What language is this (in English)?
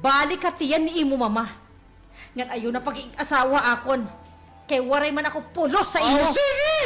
Waray